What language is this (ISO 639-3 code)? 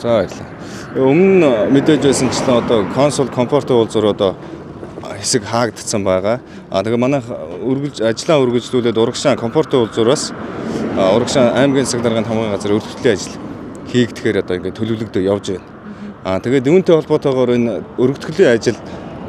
mon